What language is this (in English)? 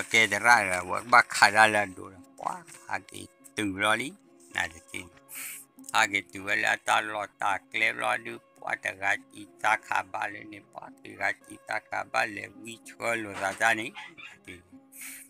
S'gaw Karen